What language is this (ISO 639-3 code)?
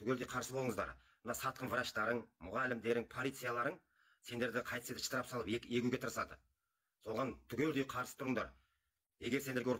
kaz